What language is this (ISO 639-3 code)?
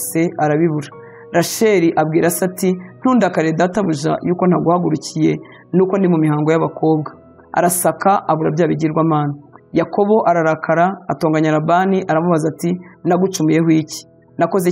kin